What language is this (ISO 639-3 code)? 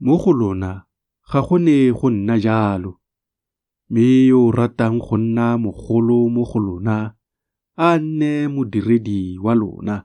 tsn